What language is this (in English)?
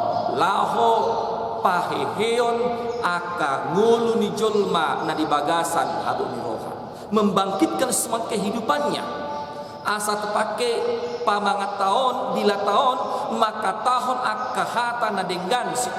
Batak Toba